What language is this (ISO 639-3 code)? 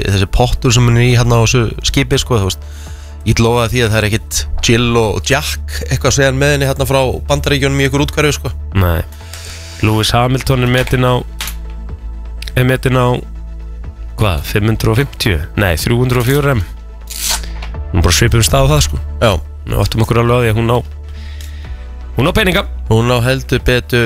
isl